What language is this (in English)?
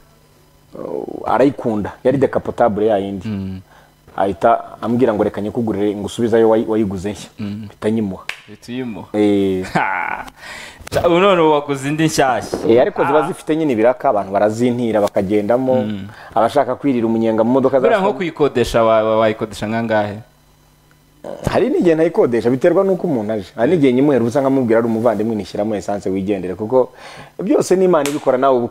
Kinyarwanda